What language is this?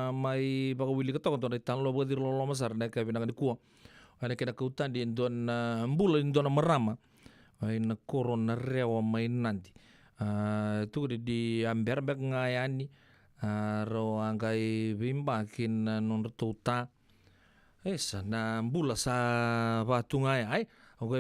Fijian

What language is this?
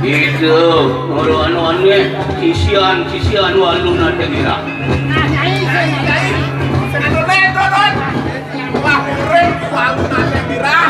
Balinese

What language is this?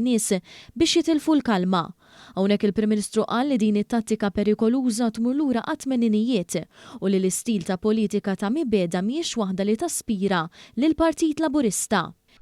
Maltese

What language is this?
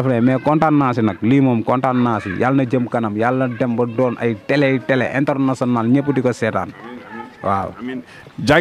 Wolof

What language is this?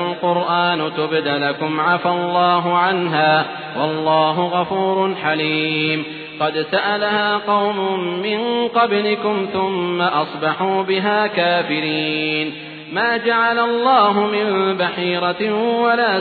Arabic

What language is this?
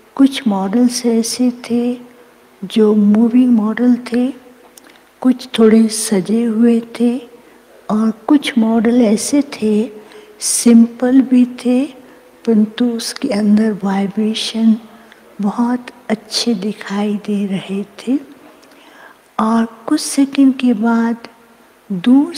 Hindi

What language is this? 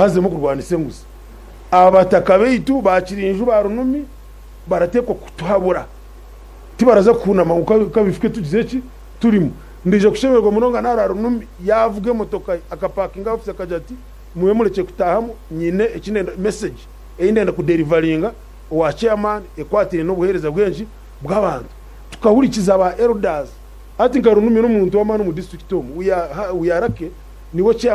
Nyankole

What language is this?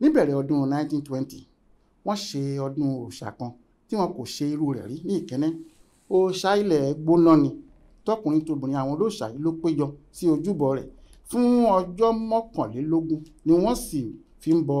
Yoruba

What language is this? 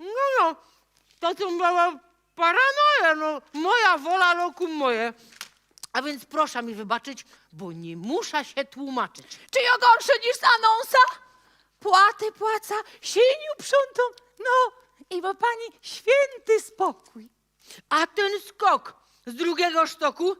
Silesian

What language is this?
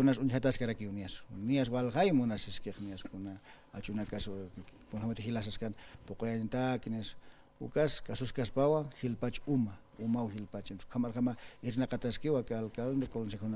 Aymara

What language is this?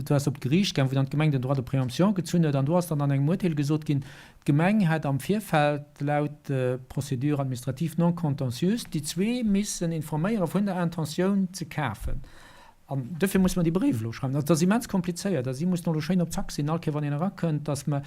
Luxembourgish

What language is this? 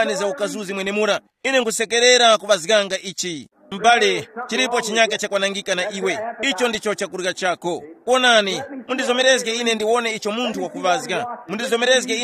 Tumbuka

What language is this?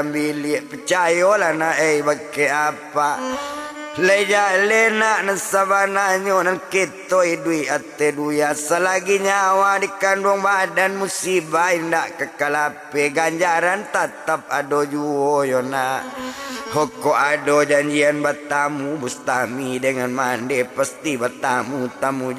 Minangkabau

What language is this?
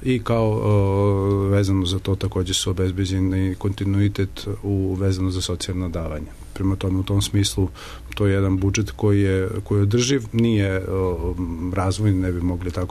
Serbian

